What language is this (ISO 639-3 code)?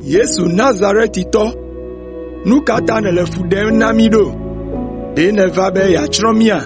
ewe